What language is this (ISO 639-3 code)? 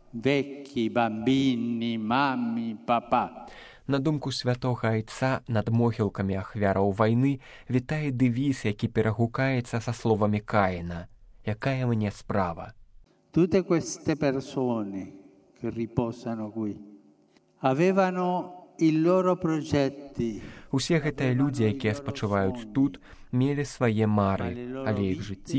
bel